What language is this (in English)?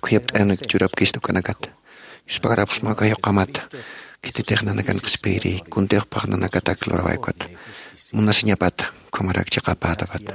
Aymara